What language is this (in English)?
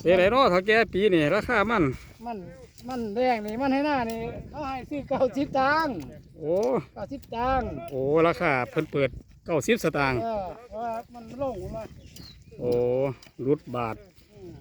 Northeastern Thai